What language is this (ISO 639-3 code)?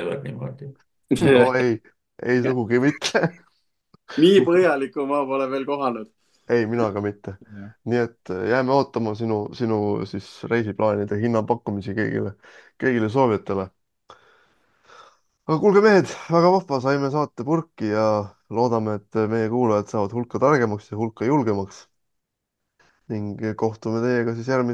est